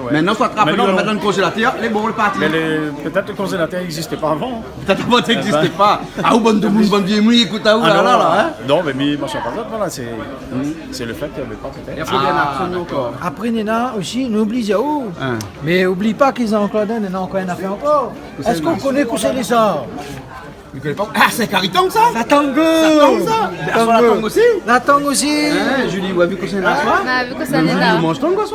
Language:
Réunion Creole French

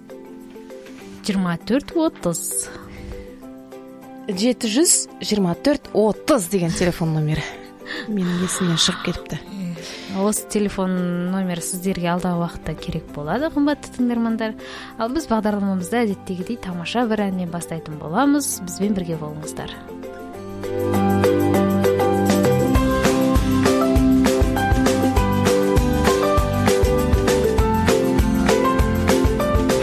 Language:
Kazakh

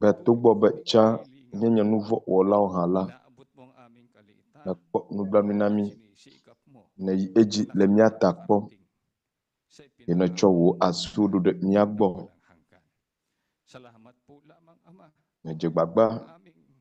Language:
Ewe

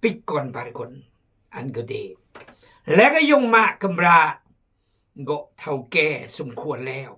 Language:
Khmu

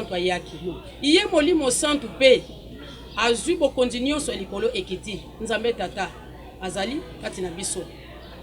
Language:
Lingala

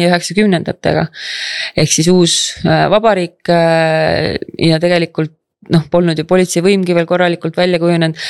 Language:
Estonian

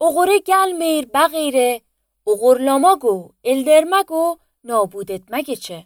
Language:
Azerbaijani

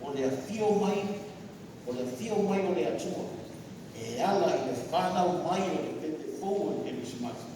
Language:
Samoan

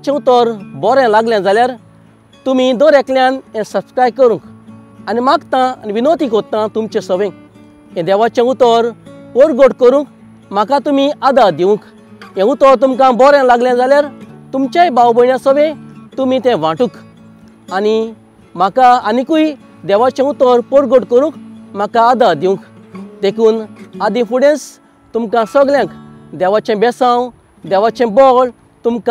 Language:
Konkani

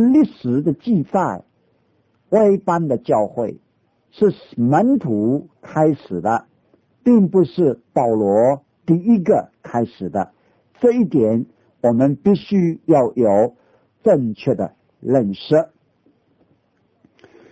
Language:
Chinese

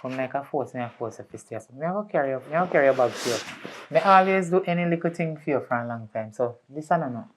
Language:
Jamaican Creole English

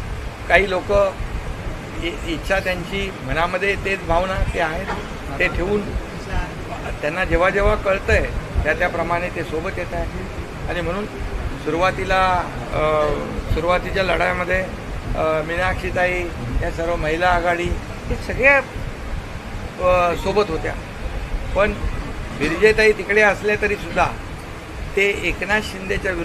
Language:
Marathi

